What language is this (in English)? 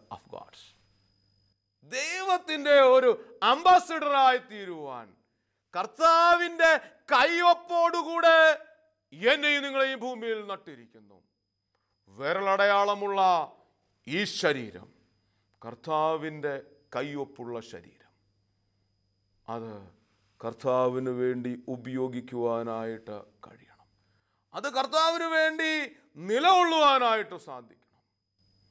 Malayalam